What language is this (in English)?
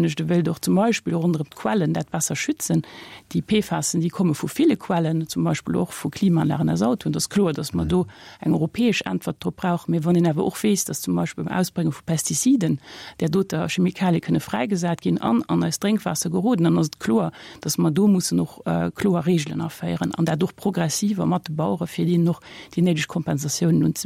Luxembourgish